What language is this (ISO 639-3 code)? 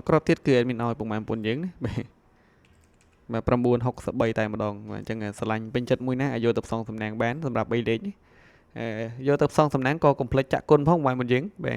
khm